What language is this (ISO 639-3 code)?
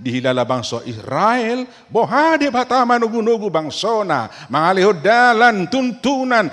bbc